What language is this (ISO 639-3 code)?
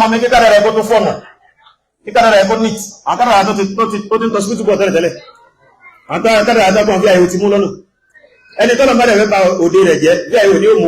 yor